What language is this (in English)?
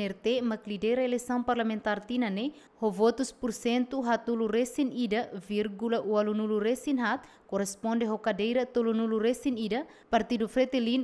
Tetum